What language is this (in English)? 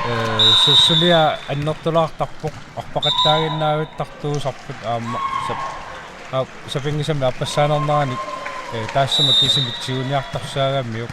Kalaallisut